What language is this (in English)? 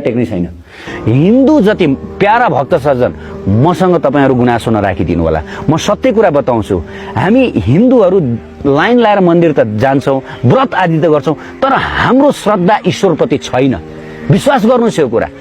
Nepali